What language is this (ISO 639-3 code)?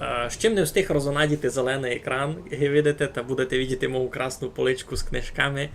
rue